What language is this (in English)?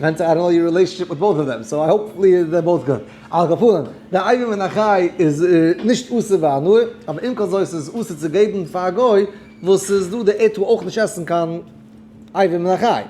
Yiddish